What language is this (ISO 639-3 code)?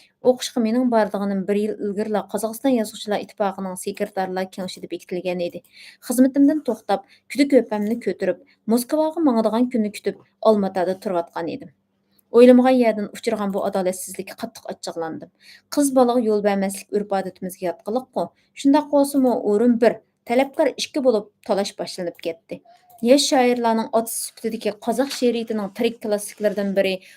uig